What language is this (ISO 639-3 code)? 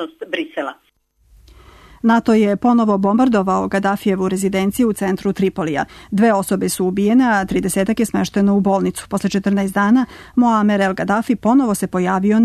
srp